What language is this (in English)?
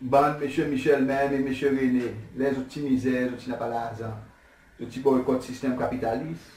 Seselwa Creole French